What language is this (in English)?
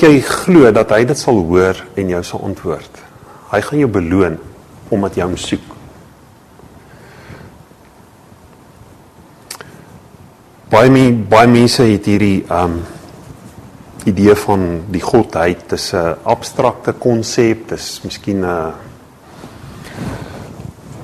Afrikaans